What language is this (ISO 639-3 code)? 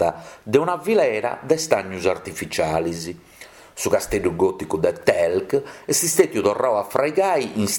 srd